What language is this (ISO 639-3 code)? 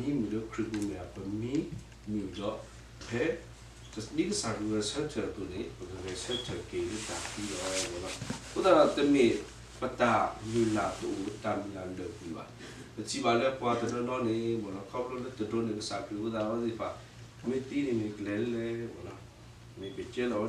ksw